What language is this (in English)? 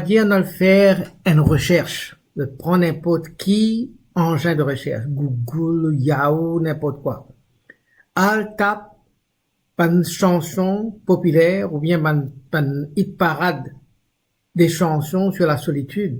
Morisyen